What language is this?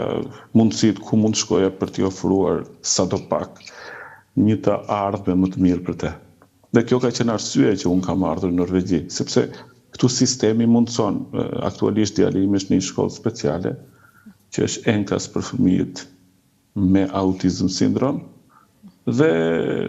Albanian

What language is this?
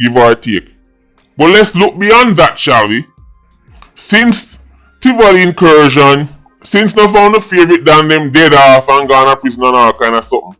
Jamaican Creole English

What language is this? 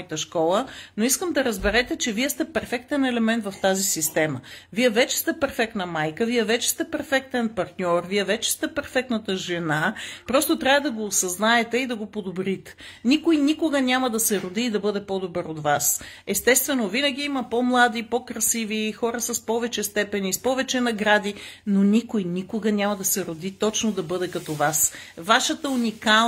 Bulgarian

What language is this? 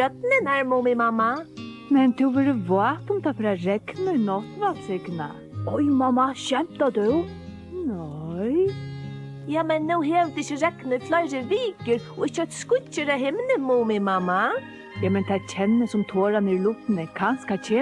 Faroese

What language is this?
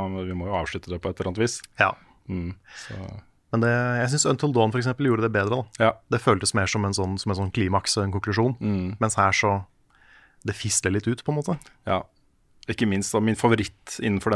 Norwegian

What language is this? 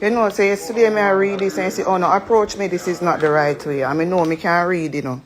Jamaican Creole English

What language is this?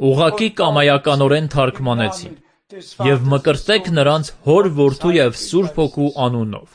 Armenian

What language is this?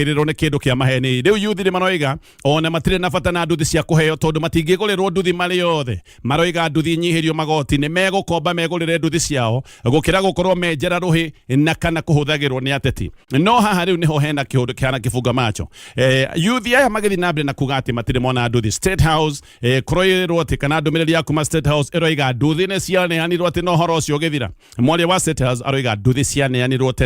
Kikuyu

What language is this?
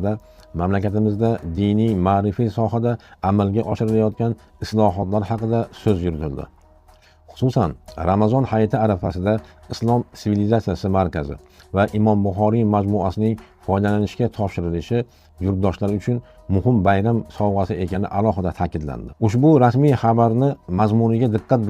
Uzbek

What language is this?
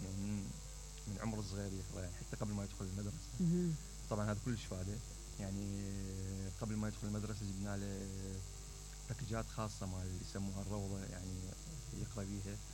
Mesopotamian Arabic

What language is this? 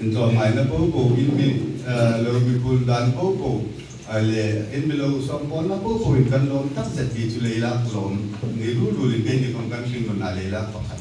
Hmar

